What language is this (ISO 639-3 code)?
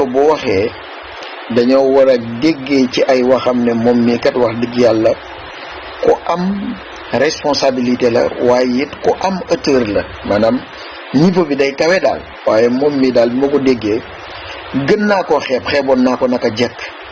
wol